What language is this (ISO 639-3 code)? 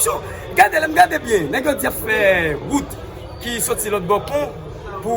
hat